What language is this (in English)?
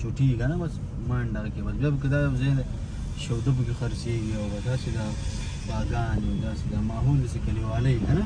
Pashto